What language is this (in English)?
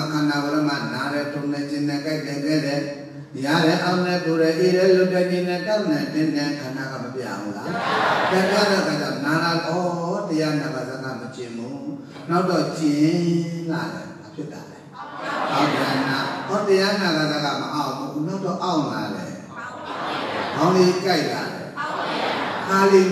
Burmese